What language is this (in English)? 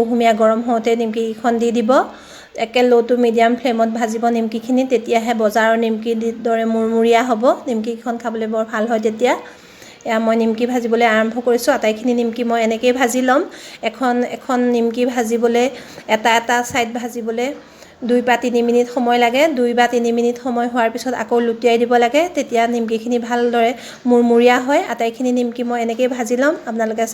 Assamese